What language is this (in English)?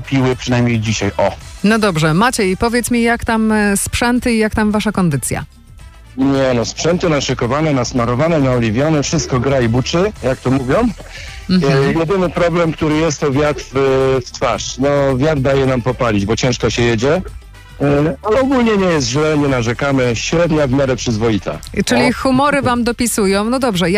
Polish